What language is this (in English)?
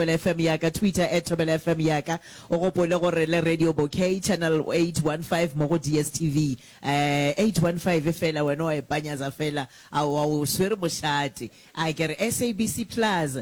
Northern Sotho